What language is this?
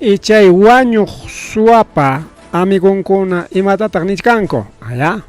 Ayacucho Quechua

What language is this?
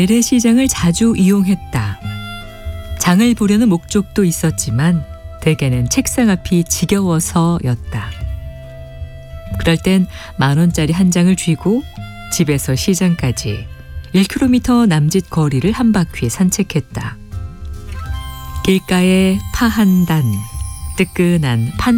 Korean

